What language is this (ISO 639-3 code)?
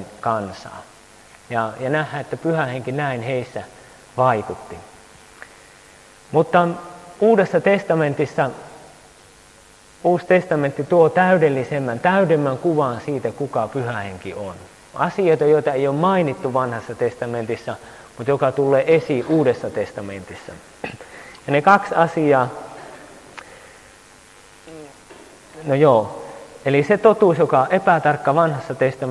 fin